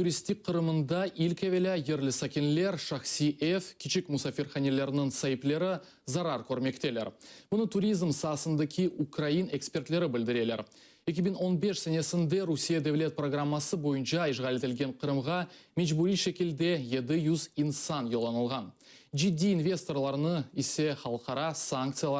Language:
Crimean Tatar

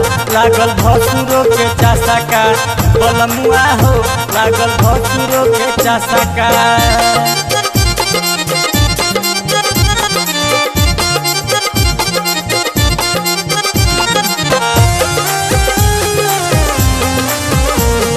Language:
Bhojpuri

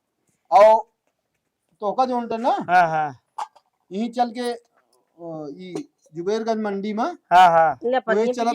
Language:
Awadhi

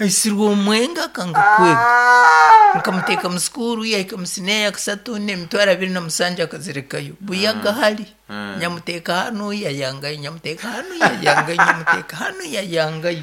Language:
Nyankole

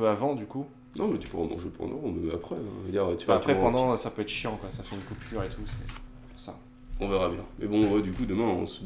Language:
French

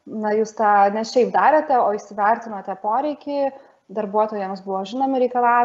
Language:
Lithuanian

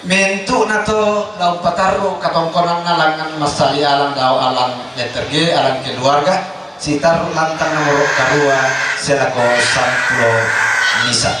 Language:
Toraja-Sa'dan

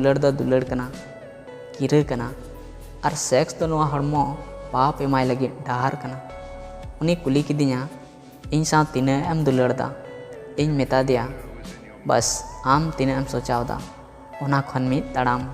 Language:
Santali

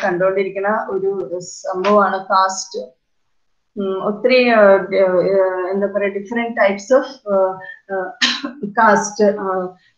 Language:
Malayalam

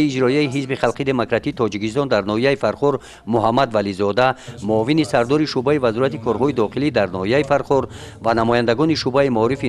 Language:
Tajik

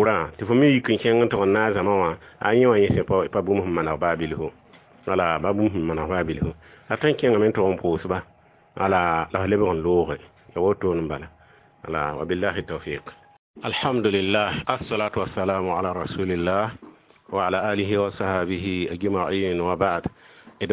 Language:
Mossi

